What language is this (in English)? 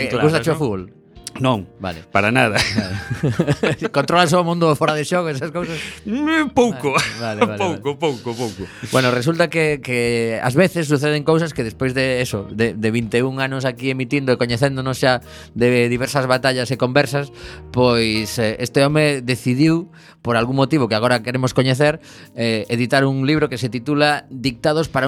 Galician